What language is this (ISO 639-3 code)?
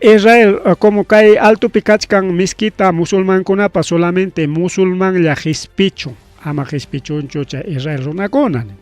quy